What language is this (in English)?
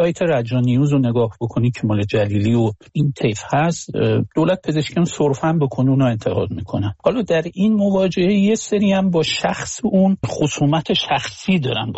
Persian